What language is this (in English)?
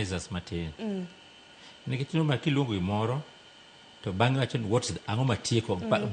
Luo (Kenya and Tanzania)